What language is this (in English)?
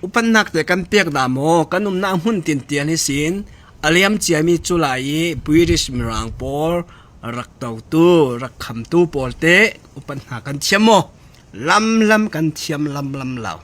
Falam Chin